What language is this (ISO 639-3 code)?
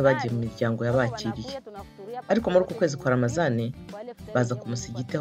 kin